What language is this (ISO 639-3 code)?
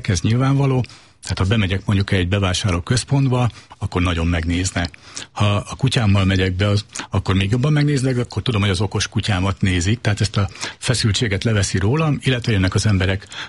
hun